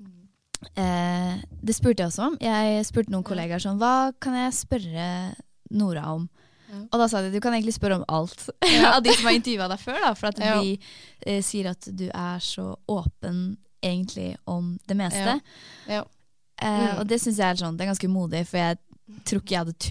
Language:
Norwegian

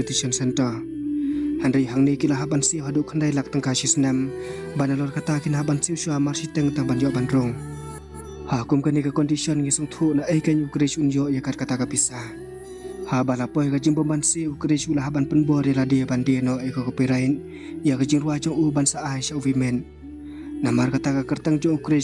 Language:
Khasi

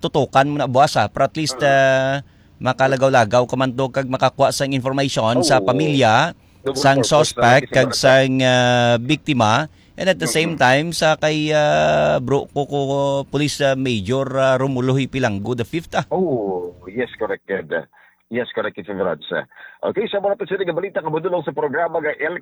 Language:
Hiligaynon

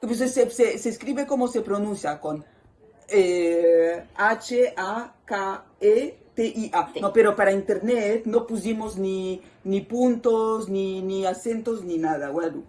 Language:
Ladino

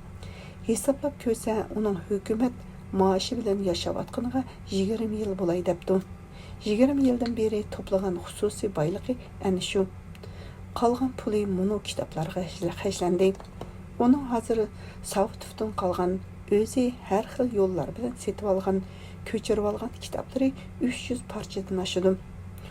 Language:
Uyghur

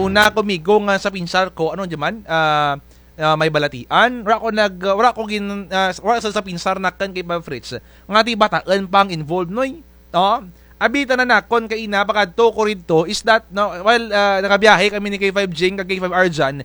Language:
Kinaray-a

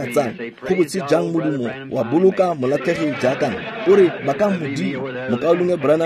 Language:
Tswana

